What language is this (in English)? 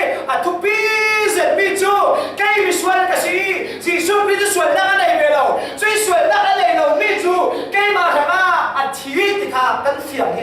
Falam Chin